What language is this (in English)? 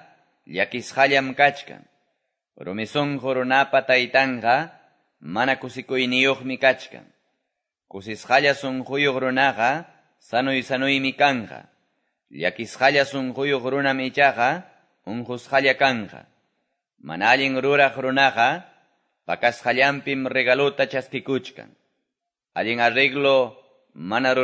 Quechua